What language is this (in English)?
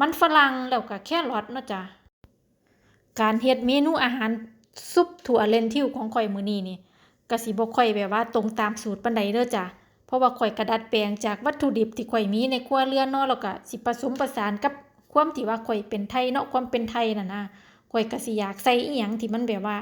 Lao